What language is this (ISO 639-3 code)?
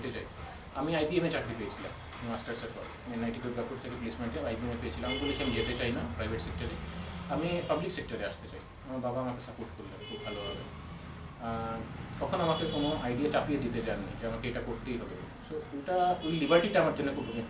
ben